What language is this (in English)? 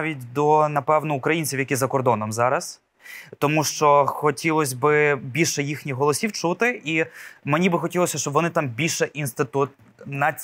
Ukrainian